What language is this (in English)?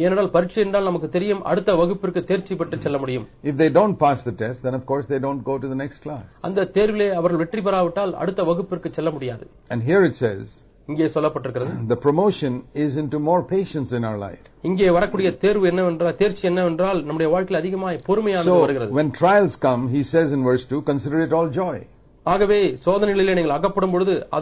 Tamil